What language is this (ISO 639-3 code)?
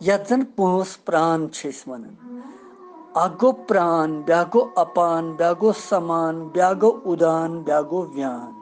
kas